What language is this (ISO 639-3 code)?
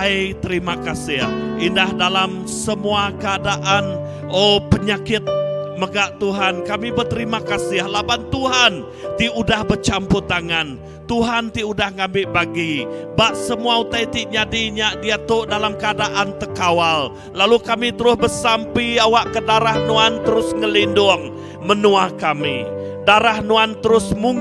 iba